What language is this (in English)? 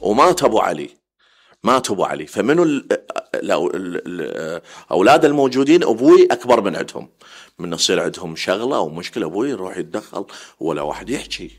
Mesopotamian Arabic